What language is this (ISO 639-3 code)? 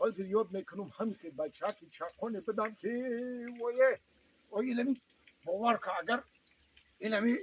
tgk